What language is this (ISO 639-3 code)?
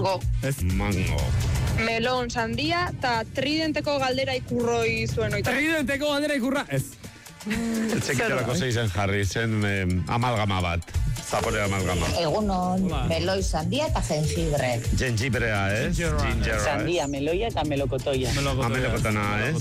eus